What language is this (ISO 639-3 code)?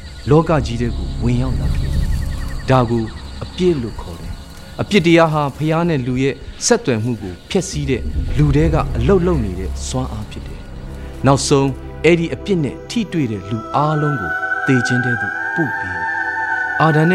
mya